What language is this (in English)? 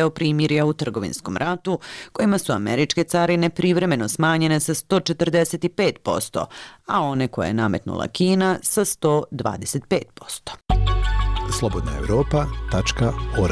Bosnian